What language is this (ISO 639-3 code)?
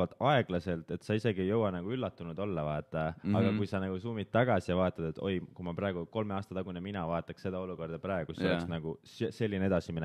est